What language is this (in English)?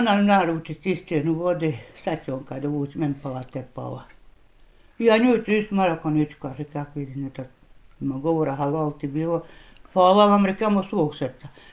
Bosnian